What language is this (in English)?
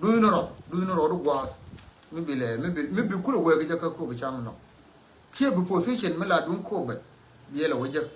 Nuer